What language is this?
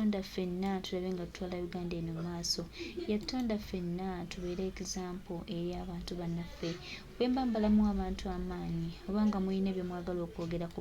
Ganda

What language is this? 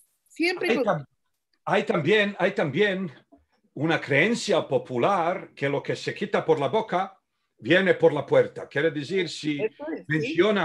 Ladino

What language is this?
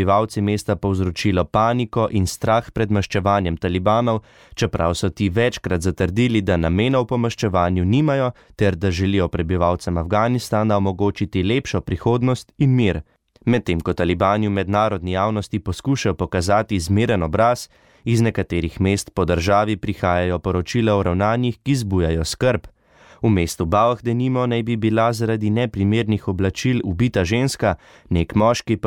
Slovenian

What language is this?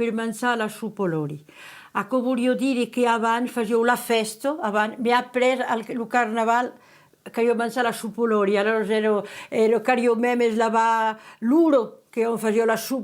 Occitan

